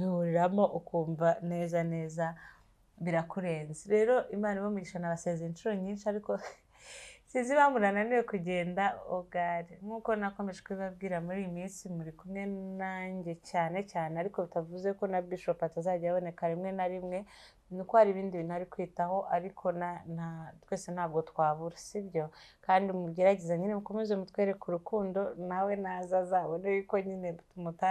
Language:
Kinyarwanda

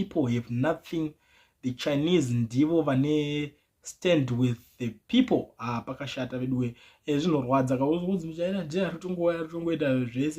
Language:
Shona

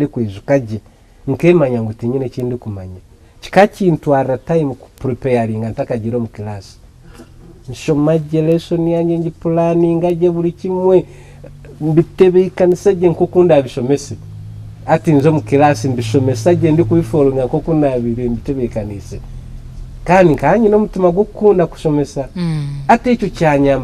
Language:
Nyankole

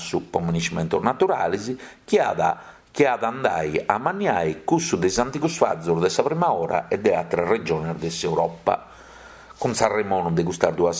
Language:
Sardinian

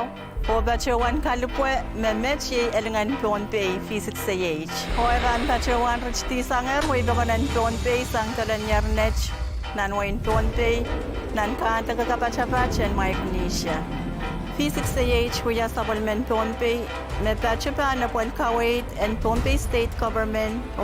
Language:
Pohnpeian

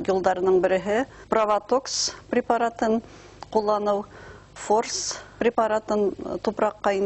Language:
Bashkir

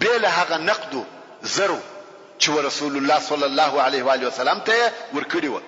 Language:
Pashto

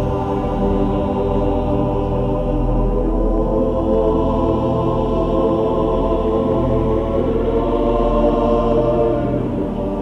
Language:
Abkhazian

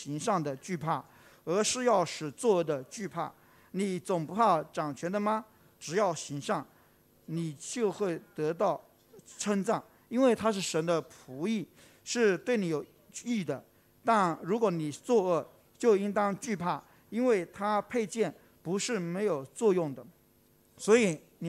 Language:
Chinese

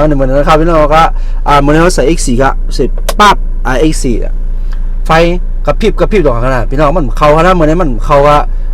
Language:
Shan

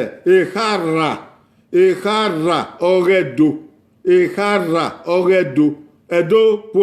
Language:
Bini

